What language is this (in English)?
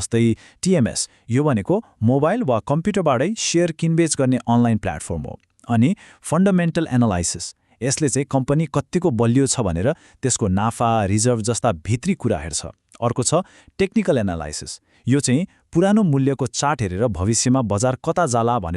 Nepali